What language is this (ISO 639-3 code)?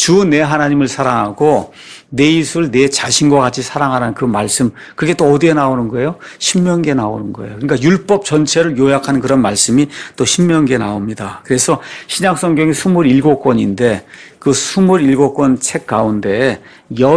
kor